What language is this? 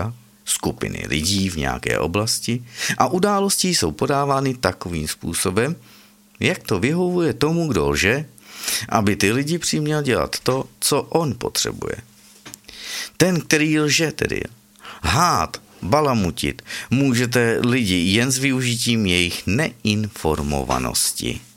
Czech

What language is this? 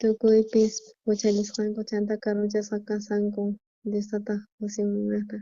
South Bolivian Quechua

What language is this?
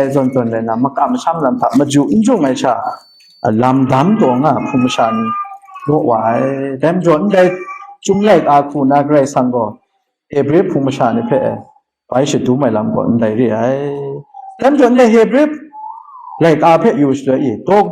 Kachin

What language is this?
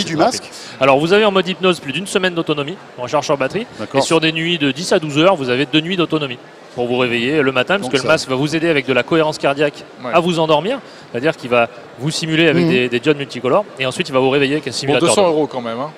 French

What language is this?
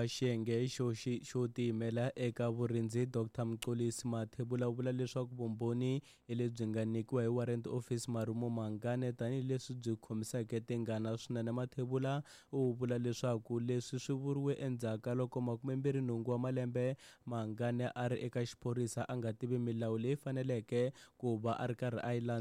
Tsonga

